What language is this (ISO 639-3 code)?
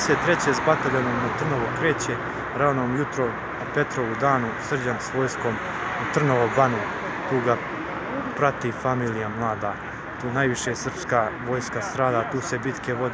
srp